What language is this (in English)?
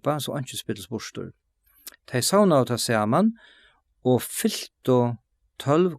Faroese